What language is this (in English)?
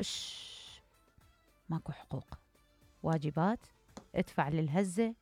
Mesopotamian Arabic